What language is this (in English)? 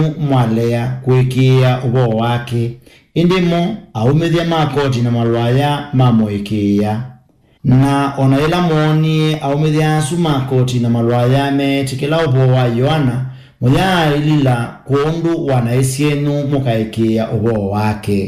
Kamba